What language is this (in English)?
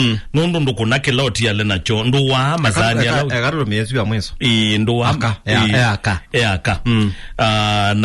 Kamba